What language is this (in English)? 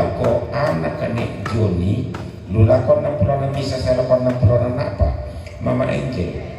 Toraja-Sa'dan